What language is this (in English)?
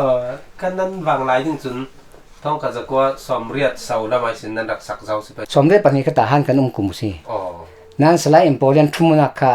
Falam Chin